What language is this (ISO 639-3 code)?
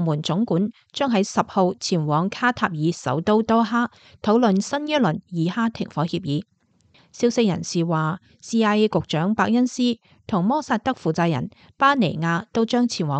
yue